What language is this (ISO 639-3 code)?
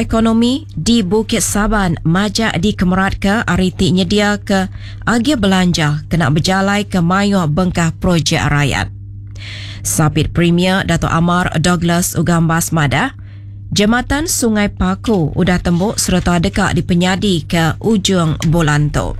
iba